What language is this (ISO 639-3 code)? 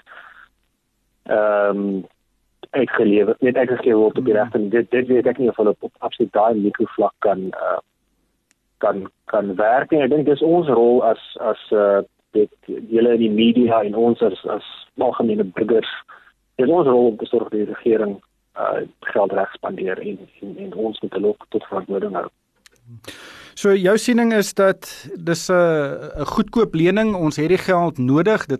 afr